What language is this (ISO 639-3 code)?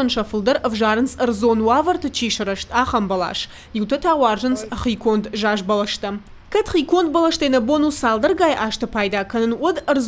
oss